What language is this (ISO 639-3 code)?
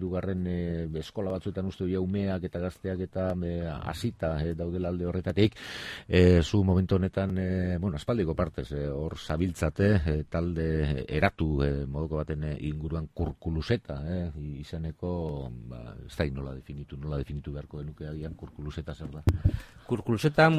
eus